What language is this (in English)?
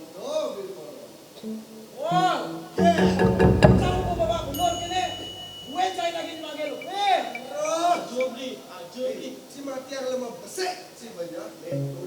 Balinese